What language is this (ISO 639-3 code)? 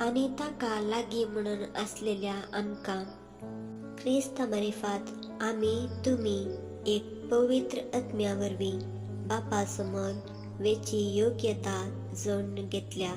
kok